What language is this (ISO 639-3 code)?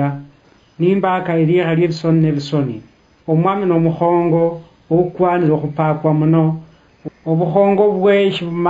luy